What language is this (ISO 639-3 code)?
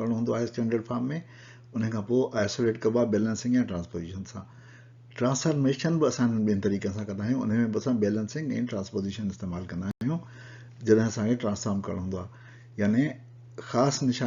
snd